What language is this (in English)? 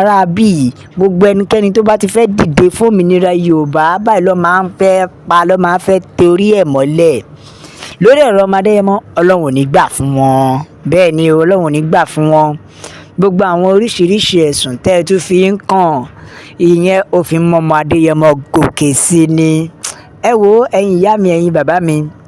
Yoruba